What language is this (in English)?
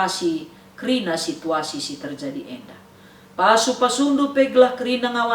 Batak Karo